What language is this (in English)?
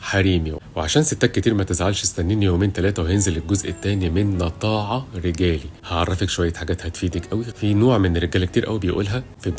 Egyptian Arabic